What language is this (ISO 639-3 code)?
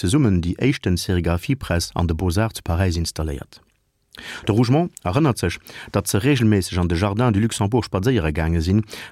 ltz